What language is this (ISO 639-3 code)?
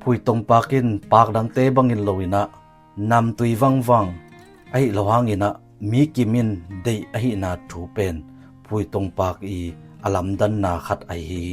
ctd